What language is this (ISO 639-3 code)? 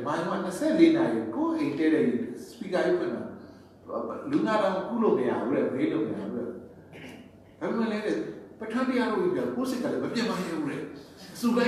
mya